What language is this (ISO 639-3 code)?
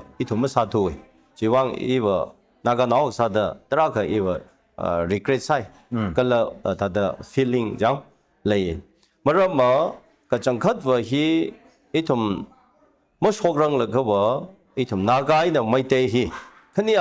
nmf